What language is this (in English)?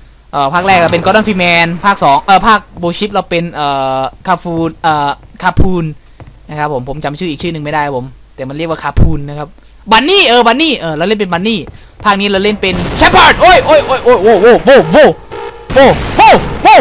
Thai